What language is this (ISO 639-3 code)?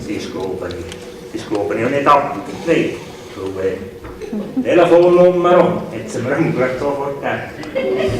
gsw